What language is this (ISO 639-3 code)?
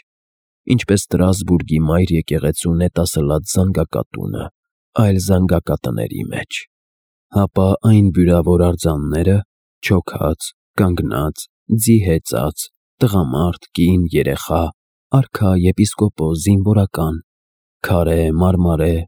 hye